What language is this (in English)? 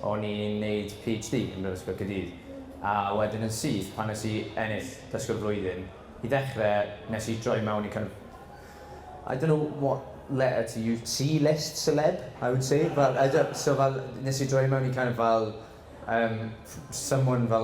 Welsh